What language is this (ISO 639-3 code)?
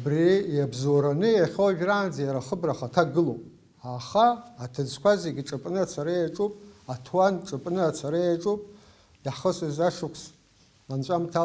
abk